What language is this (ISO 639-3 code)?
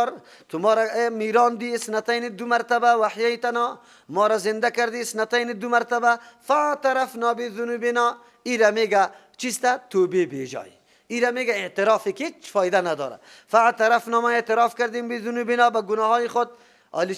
fas